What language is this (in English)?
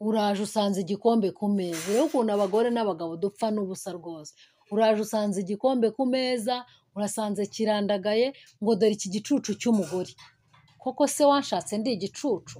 Kinyarwanda